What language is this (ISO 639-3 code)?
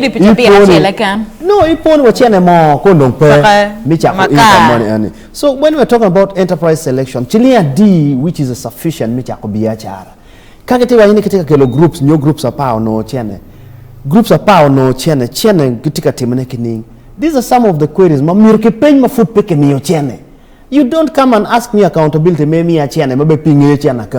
ach